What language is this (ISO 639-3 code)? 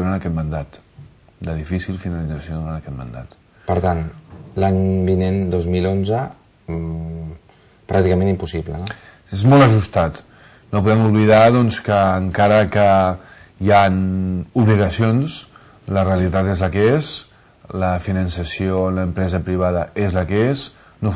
cat